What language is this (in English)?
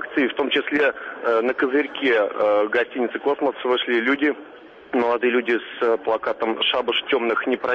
Russian